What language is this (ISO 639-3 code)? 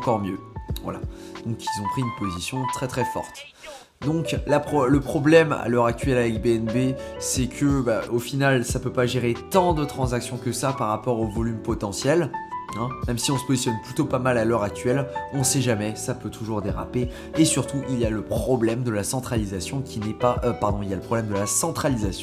fra